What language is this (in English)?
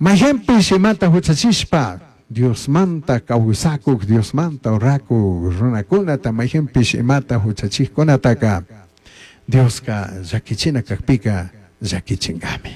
Chimborazo Highland Quichua